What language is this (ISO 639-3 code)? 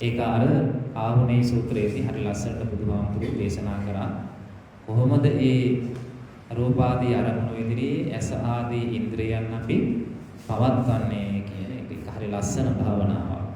sin